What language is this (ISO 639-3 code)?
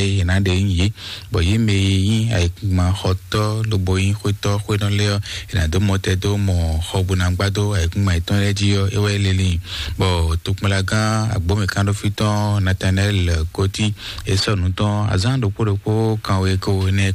fon